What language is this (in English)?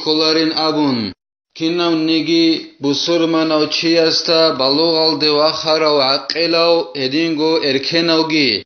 Avaric